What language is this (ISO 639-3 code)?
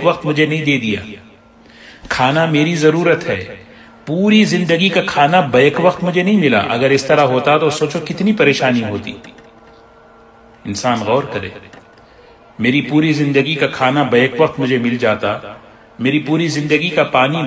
urd